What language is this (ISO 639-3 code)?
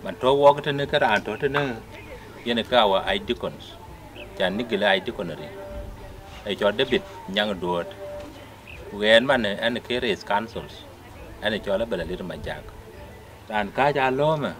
din